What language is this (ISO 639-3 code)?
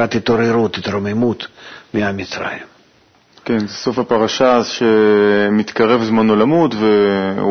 heb